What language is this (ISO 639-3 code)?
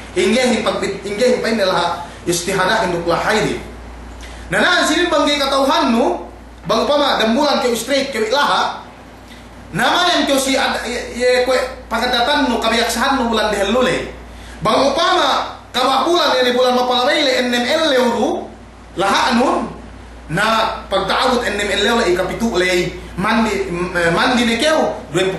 yka